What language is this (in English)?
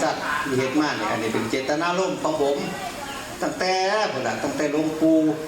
Northeastern Thai